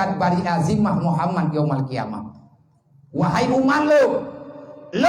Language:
Achinese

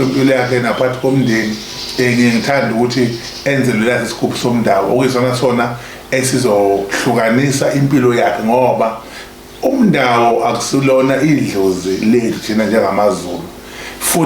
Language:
Zulu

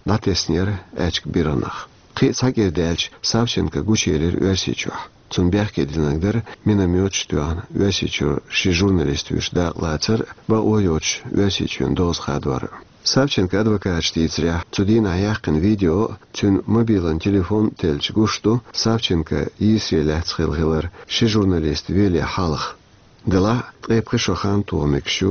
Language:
Chechen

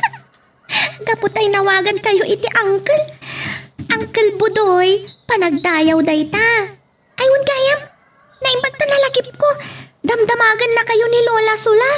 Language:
Iloko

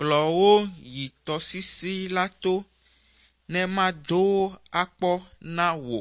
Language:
Ewe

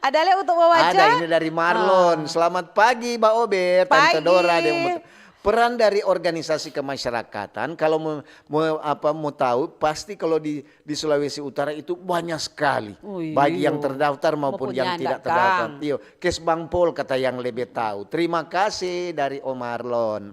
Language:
Manado Malay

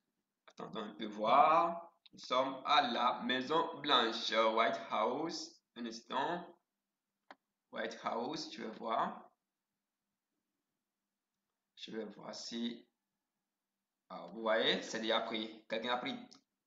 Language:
French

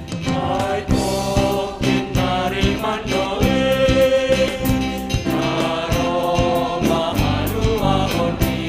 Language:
Batak Simalungun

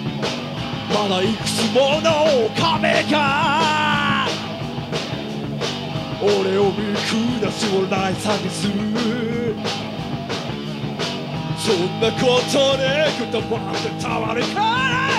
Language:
Japanese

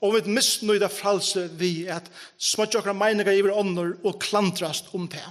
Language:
Faroese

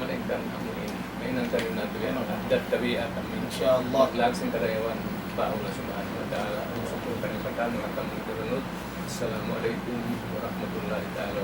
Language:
Tausug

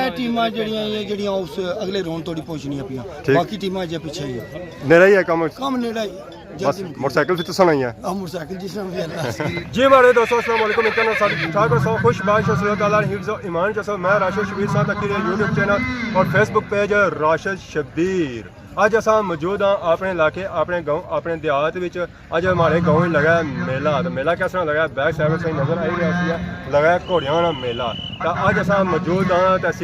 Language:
Pahari-Potwari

